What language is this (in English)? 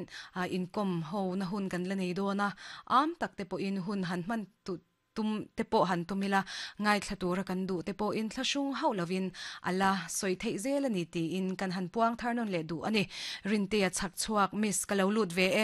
Mizo